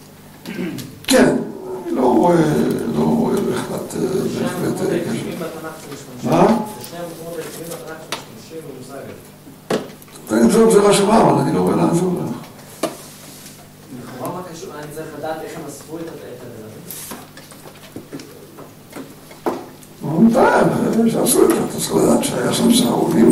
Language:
Hebrew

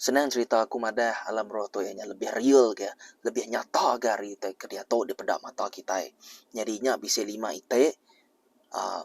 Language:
Iban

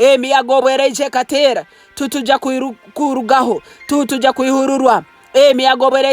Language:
Nyankole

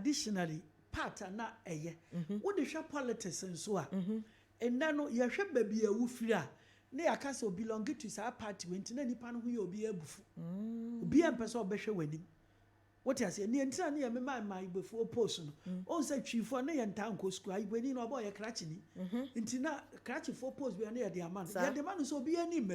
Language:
Akan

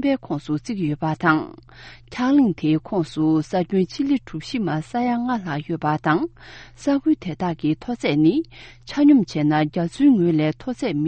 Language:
Tibetan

